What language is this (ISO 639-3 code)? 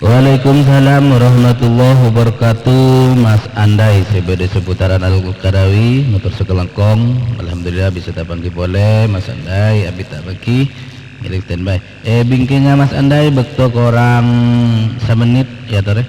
mad